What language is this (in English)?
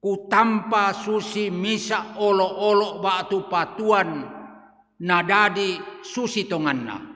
Toraja-Sa'dan